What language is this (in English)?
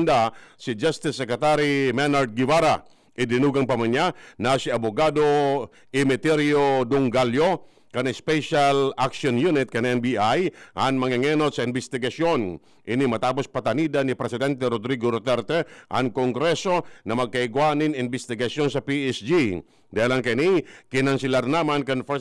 Bikol